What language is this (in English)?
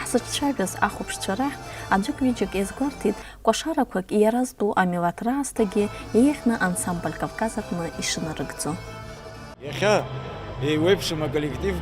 Abkhazian